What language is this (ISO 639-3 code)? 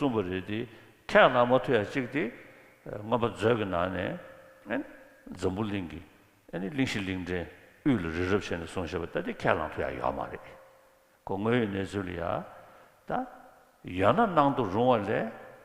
bod